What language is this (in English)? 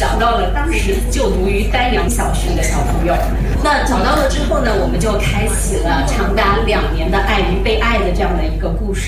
Chinese